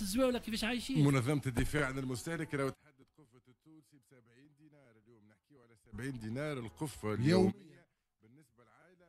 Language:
Tunisian Arabic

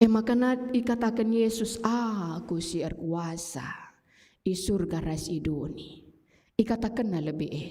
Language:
Batak Karo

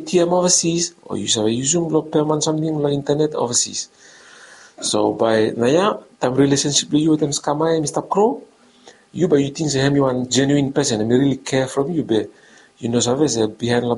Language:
Bislama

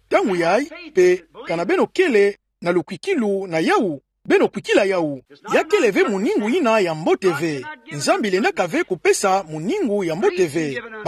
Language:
Kituba (Democratic Republic of Congo)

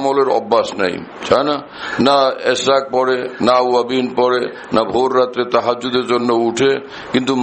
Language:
Bangla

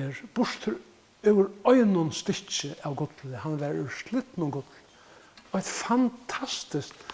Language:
Faroese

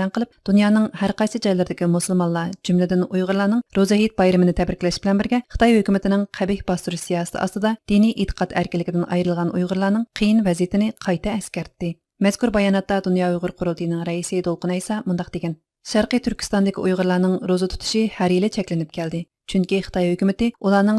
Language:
Uyghur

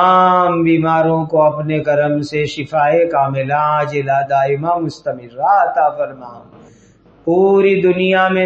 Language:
Urdu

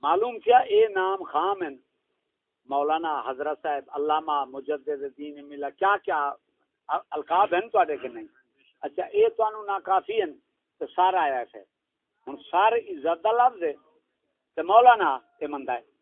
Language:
Saraiki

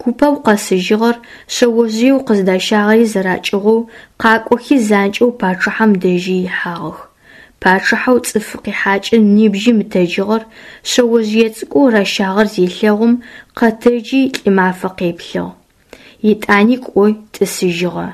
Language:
Adyghe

